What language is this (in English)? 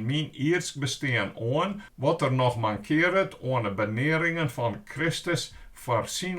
Western Frisian